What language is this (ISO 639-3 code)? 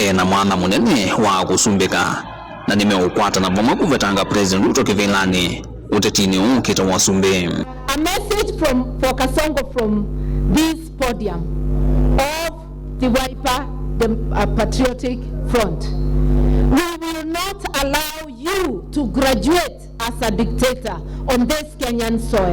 kam